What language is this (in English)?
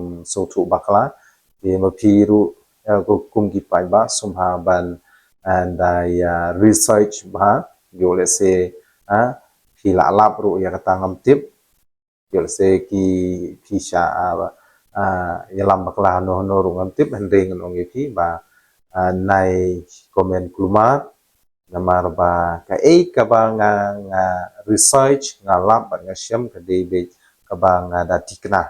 Khasi